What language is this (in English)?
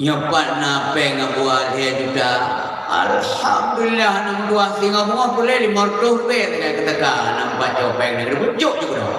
Achinese